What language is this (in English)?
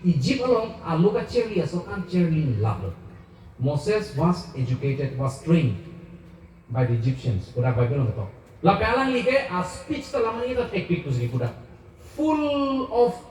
Karbi